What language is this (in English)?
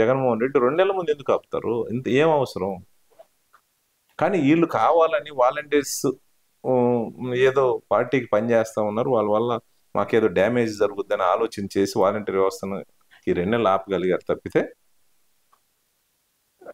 Telugu